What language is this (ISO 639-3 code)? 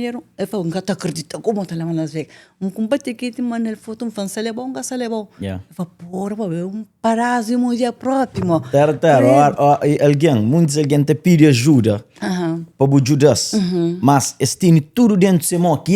kea